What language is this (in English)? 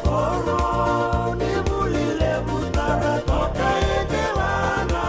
Fijian